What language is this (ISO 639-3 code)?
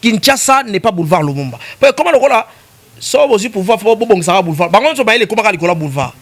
lin